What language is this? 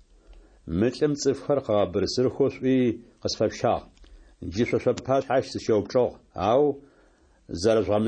Adyghe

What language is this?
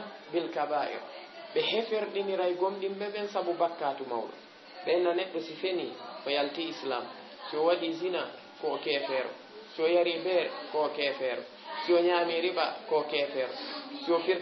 Fula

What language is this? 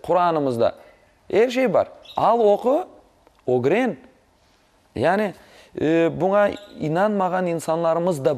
Crimean Tatar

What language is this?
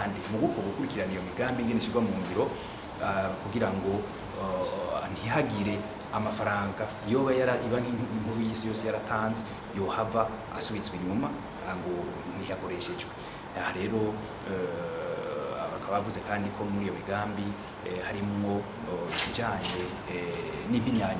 Rundi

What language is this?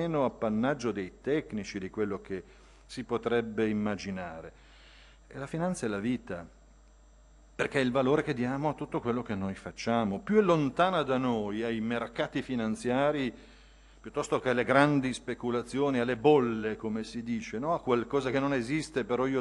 Italian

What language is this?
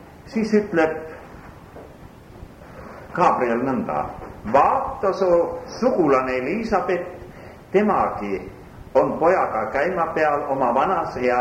Estonian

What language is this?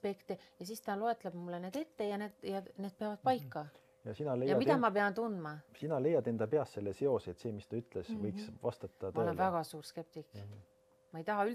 Estonian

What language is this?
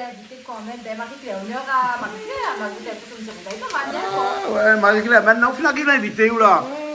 Réunion Creole French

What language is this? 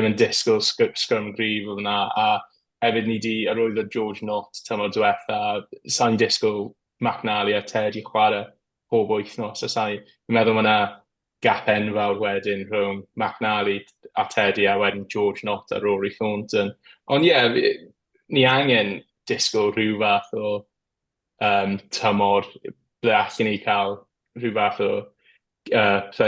Welsh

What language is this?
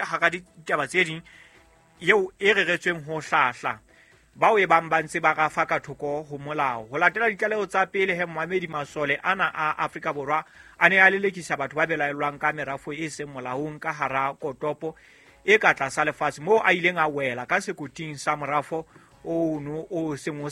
Southern Sotho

